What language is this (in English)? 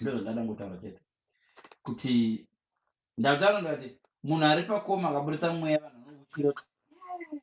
Shona